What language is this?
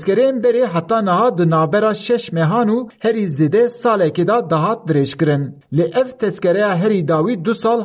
Kurdish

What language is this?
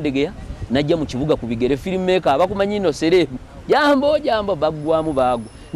Ganda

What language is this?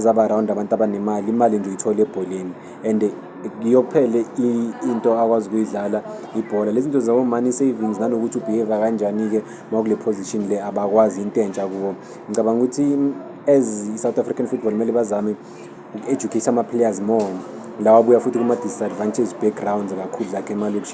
Zulu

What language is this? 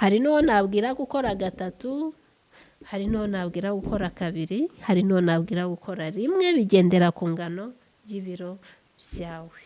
Kinyarwanda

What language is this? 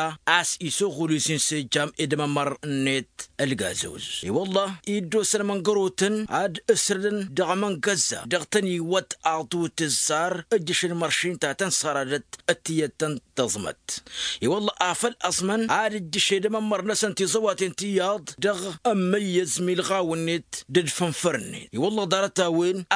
Tamasheq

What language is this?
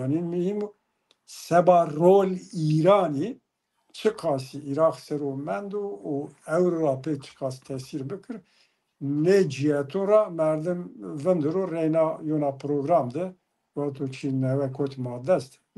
Zaza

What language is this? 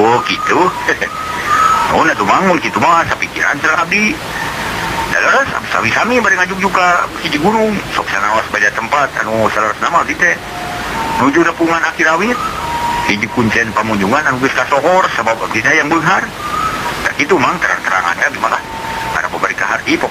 Sundanese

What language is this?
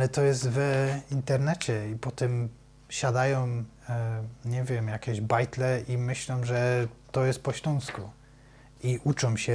Silesian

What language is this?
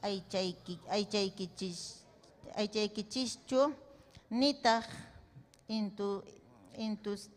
Ayacucho Quechua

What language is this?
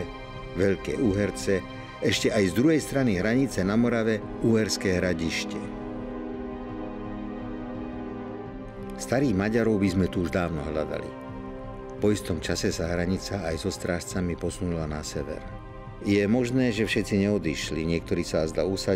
Slovak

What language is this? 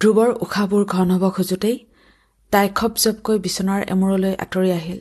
Assamese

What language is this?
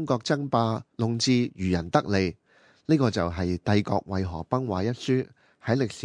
Cantonese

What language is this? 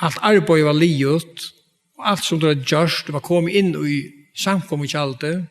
Faroese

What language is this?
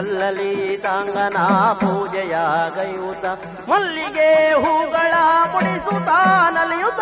Kannada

